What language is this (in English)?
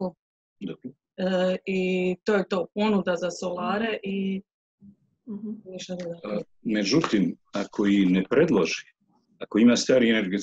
Croatian